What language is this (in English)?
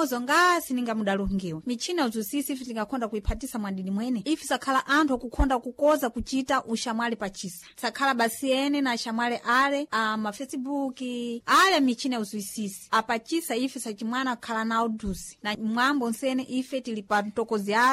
Sena